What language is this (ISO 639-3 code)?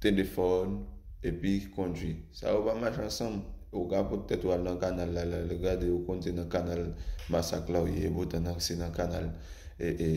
hat